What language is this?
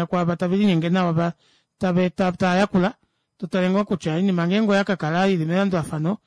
Kuanyama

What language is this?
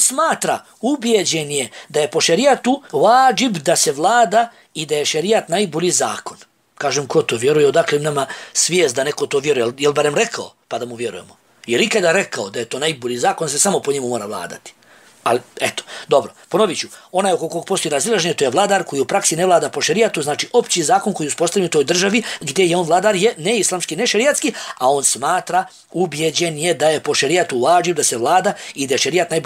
Bosnian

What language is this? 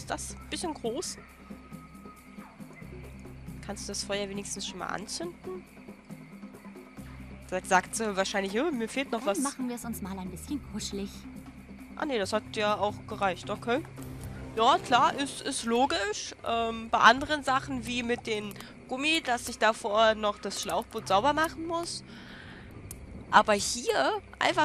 German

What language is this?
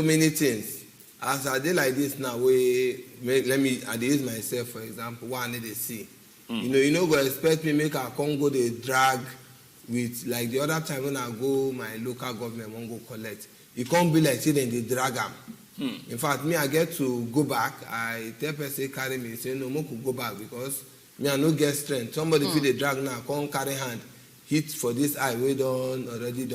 Nigerian Pidgin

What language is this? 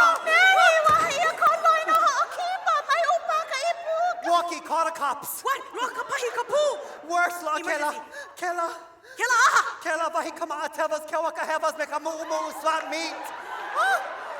Hawaiian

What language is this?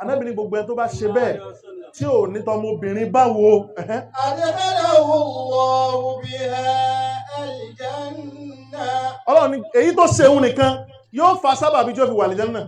Yoruba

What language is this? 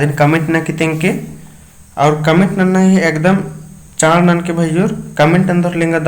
Kurukh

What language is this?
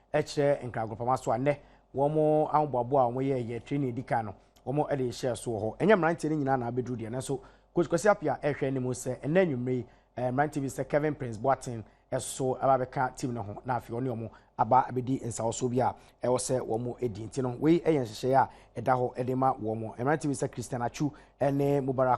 Akan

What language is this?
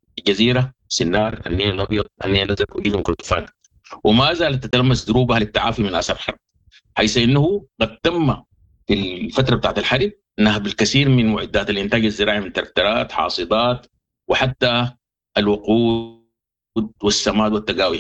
Sudanese Arabic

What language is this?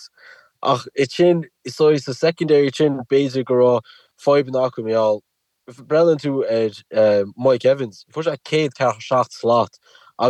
Irish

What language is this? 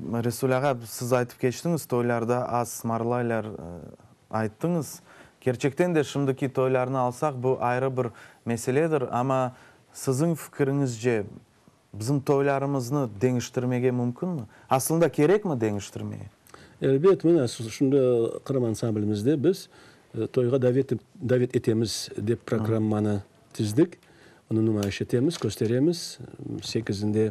Crimean Tatar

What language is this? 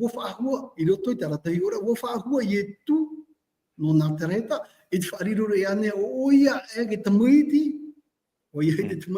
Tahitian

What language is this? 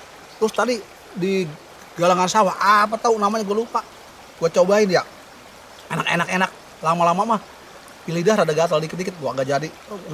Betawi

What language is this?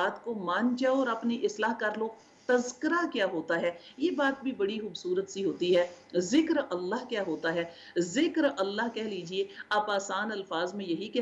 Urdu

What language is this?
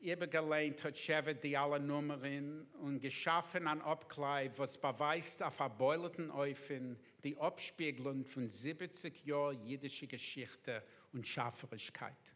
Yiddish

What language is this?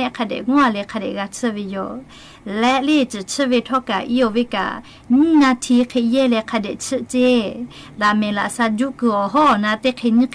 Lahu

